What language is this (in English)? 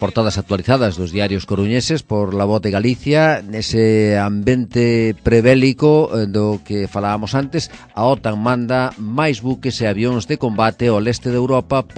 Galician